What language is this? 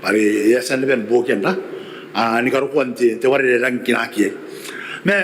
Gilbertese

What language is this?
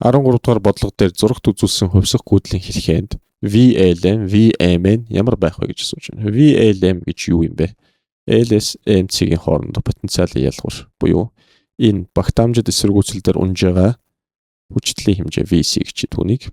Mongolian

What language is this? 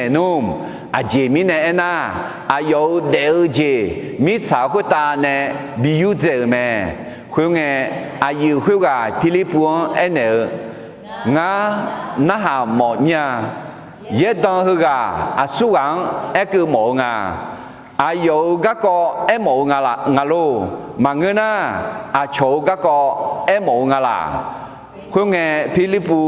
Akha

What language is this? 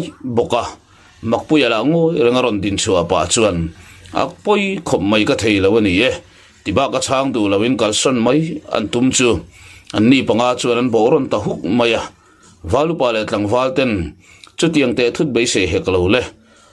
Mizo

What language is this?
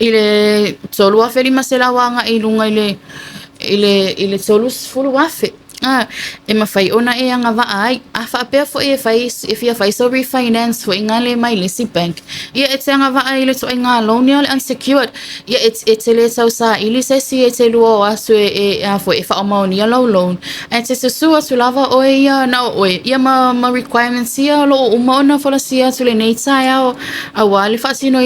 Samoan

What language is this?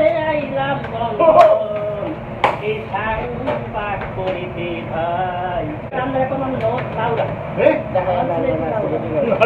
Sylheti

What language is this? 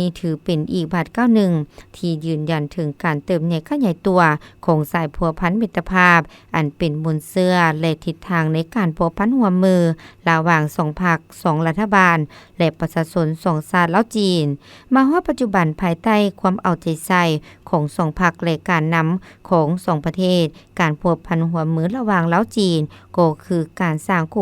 Lao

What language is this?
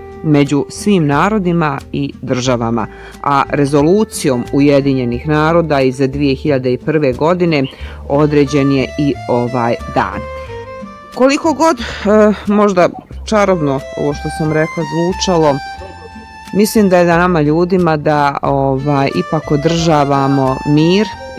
Bosnian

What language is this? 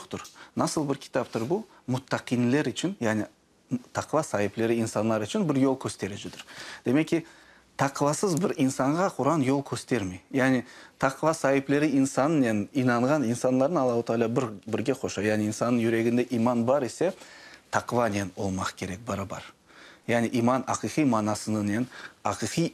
Crimean Tatar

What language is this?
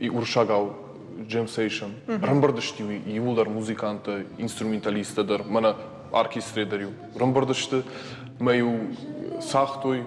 Ossetic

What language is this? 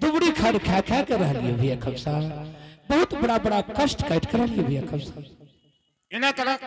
Angika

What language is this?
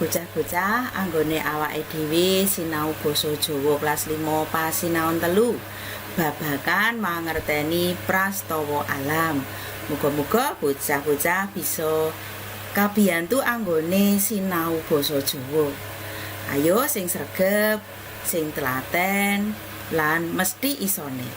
Javanese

